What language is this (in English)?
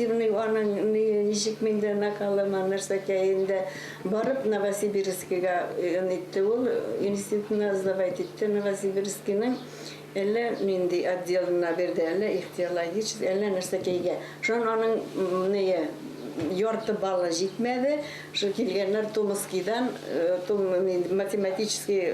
Bashkir